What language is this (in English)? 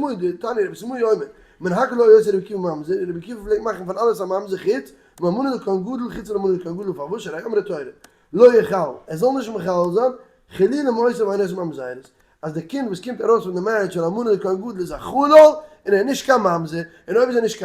Yiddish